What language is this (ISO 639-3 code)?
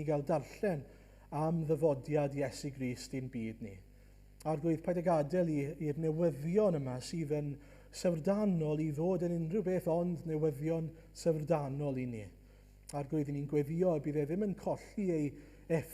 cym